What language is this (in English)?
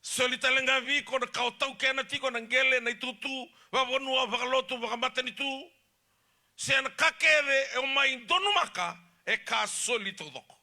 Fijian